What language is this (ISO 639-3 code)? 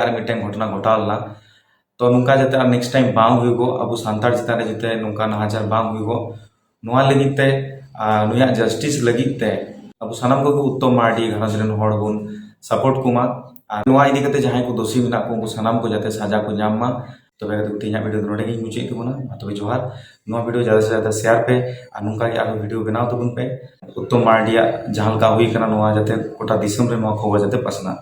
sat